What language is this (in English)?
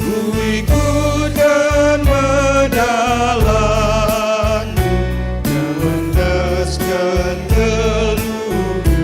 Batak Karo